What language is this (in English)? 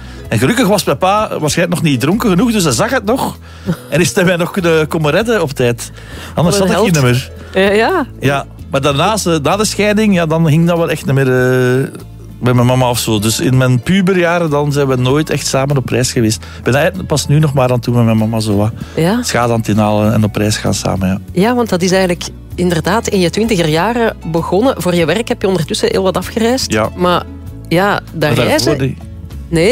Dutch